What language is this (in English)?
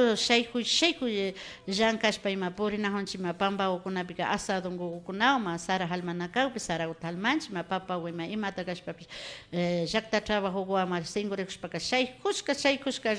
Imbabura Highland Quichua